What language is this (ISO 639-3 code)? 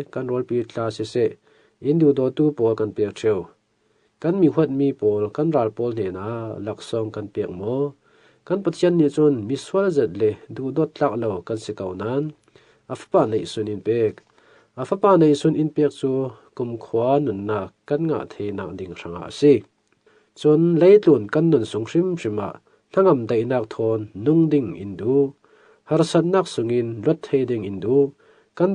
cfm